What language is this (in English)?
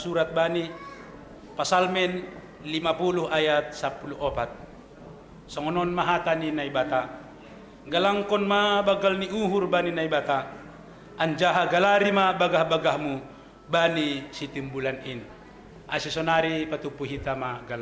Batak Simalungun